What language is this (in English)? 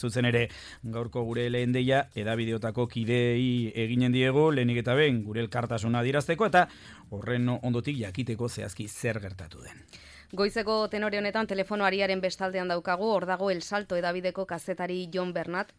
Basque